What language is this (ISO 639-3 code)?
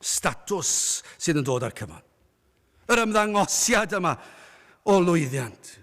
cym